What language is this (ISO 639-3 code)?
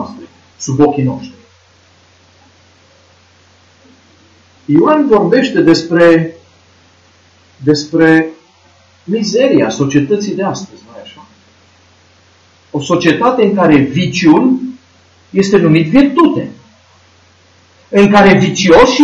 ron